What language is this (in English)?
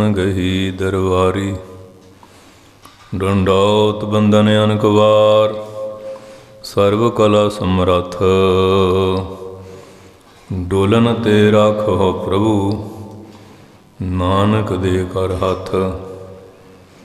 Punjabi